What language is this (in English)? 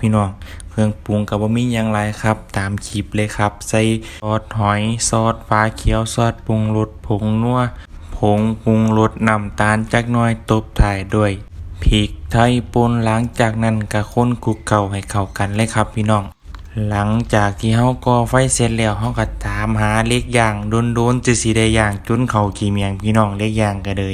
Northeastern Thai